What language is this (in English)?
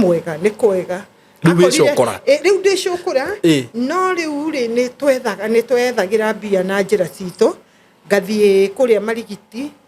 Kikuyu